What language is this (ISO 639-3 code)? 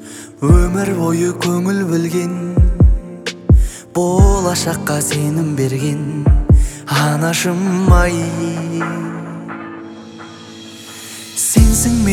kaz